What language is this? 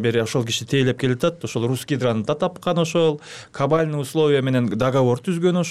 Kyrgyz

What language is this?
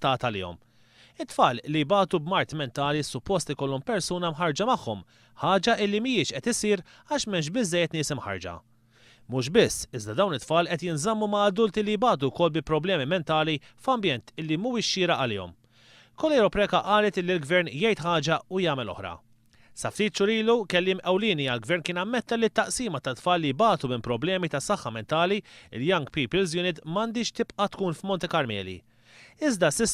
Maltese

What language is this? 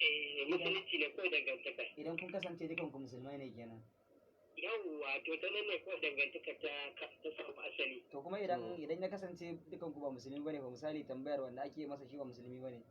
Hausa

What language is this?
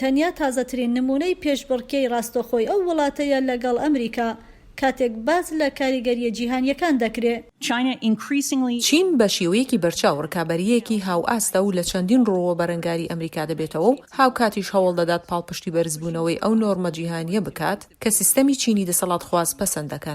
Central Kurdish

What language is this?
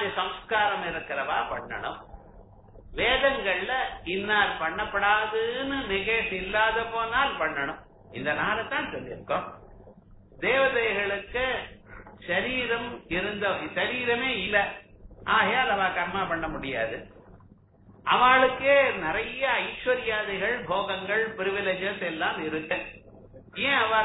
Tamil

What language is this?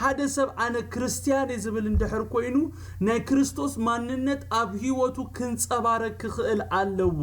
Tigrinya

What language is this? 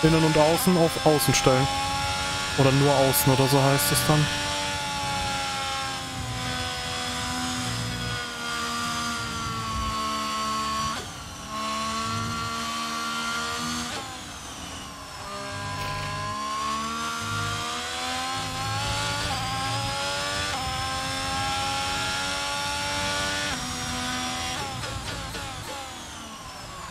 German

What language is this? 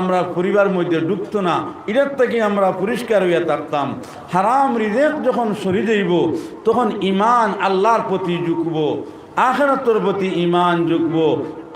Sylheti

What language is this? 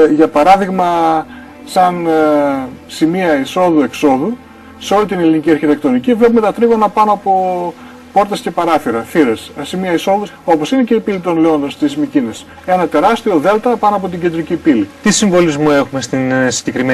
Greek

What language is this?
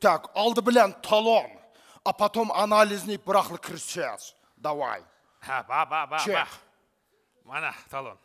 Uyghur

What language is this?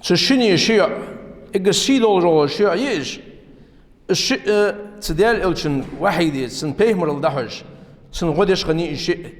Ingush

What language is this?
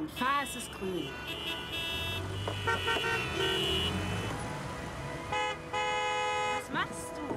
German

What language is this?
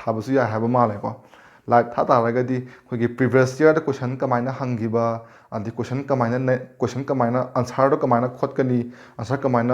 Manipuri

